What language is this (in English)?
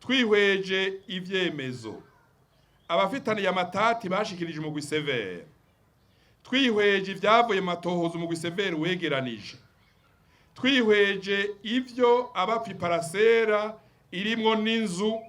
Rundi